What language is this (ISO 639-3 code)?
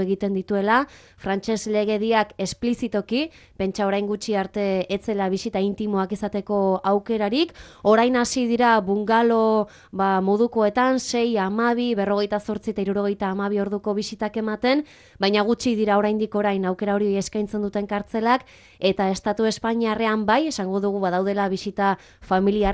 eus